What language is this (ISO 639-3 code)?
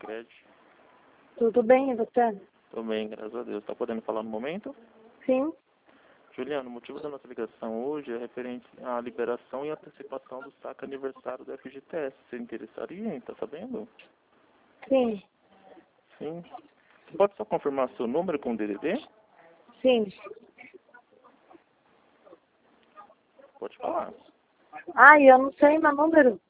por